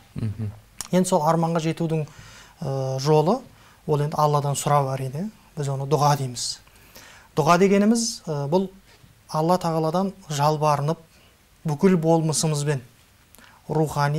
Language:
Kazakh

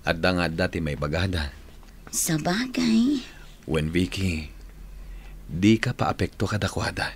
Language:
Iloko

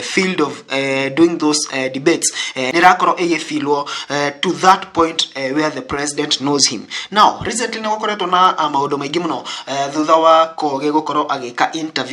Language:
Kikuyu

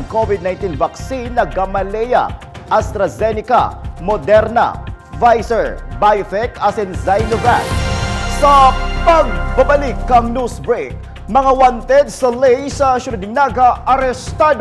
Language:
Bikol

